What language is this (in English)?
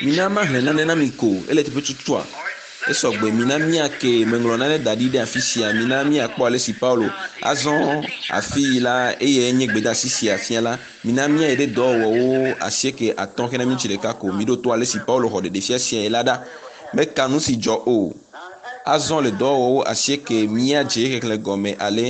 Ewe